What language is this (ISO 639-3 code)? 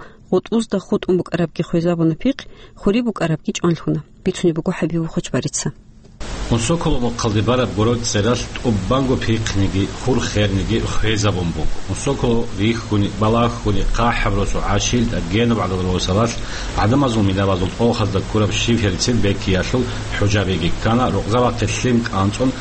ava